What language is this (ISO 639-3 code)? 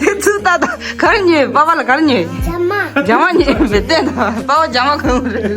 bod